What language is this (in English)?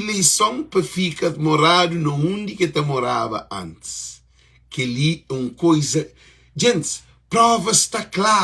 Kabuverdianu